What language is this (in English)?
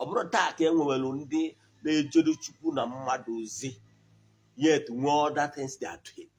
Igbo